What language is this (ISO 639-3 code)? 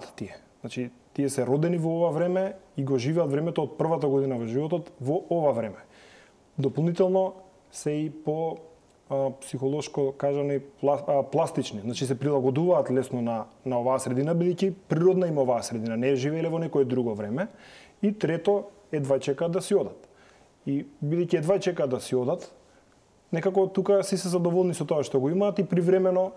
mkd